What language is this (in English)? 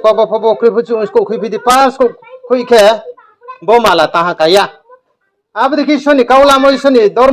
Riang (India)